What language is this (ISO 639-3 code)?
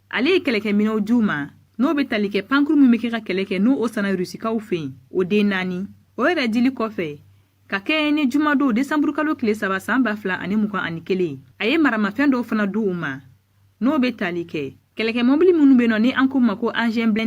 bam